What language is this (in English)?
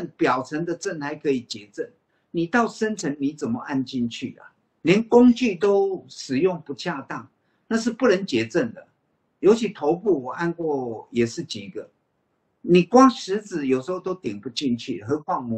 Chinese